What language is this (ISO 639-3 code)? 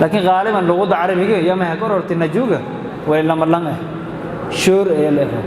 som